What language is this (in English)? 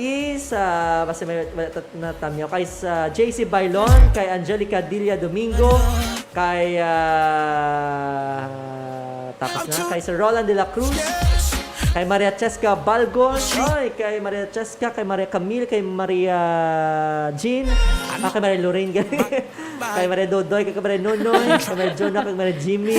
Hiligaynon